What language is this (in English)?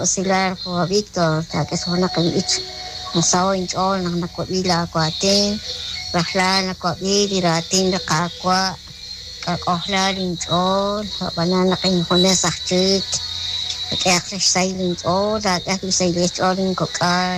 Kekchí